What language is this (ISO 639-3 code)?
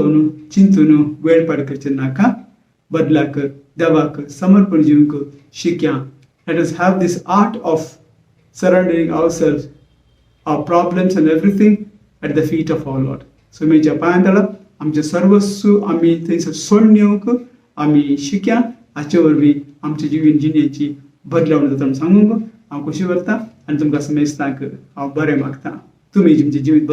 kok